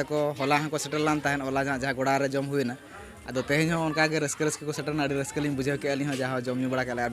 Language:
Santali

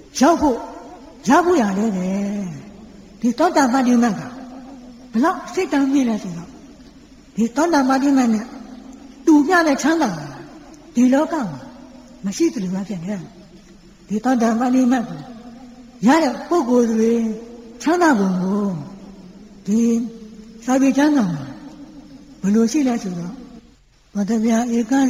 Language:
Burmese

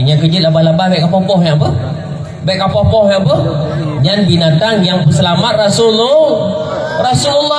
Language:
Achinese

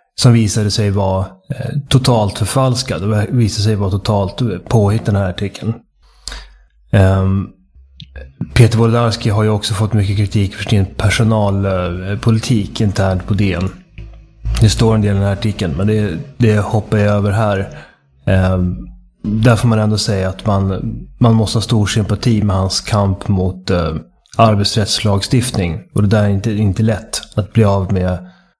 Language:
Swedish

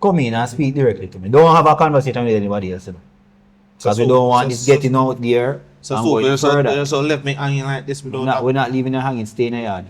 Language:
Jamaican Creole English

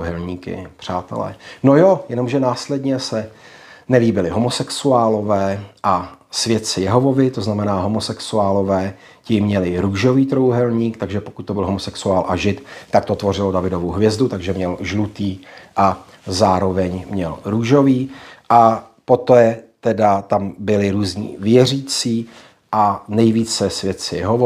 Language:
Czech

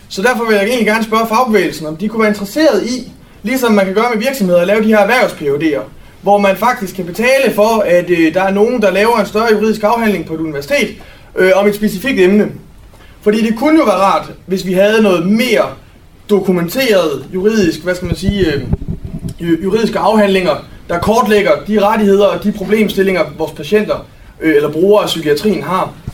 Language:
Danish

